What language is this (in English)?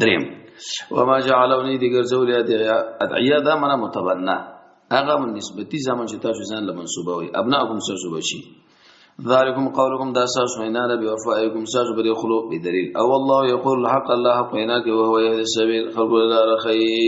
Pashto